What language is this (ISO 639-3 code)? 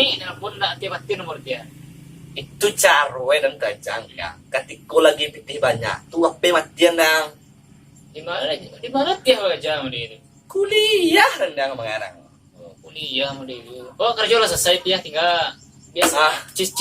min